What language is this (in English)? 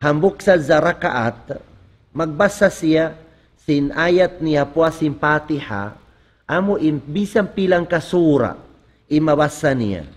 Tausug